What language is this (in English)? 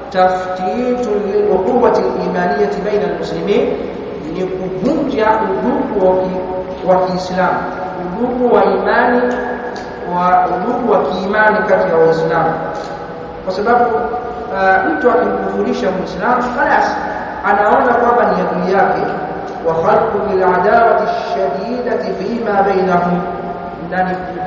Swahili